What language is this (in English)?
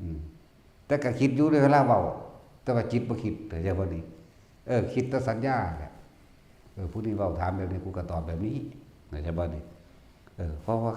Northeastern Thai